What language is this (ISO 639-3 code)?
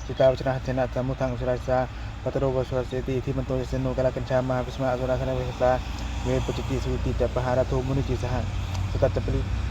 pli